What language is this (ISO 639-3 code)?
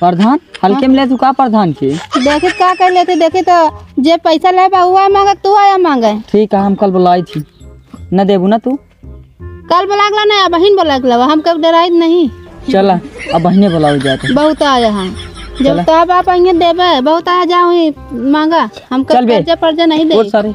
awa